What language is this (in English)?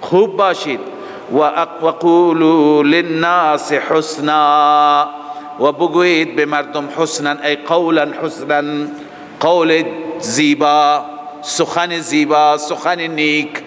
Persian